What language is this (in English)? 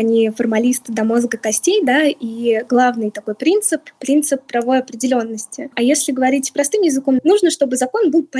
Russian